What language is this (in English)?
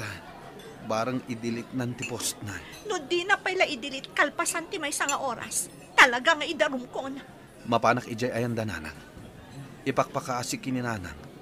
Iloko